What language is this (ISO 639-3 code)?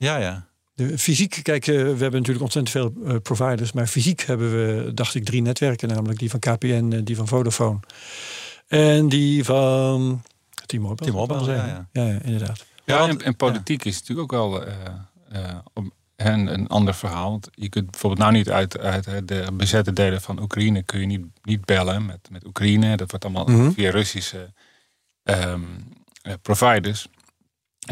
nld